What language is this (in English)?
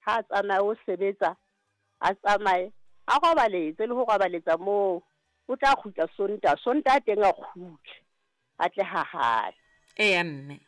Southern Sotho